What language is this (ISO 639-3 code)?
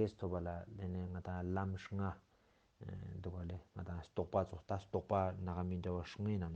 lbj